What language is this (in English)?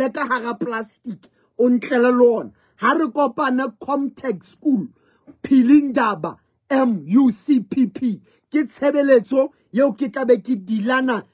Southern Sotho